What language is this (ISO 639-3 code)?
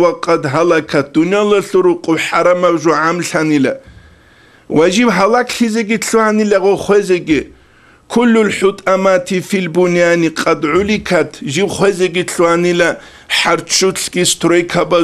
ava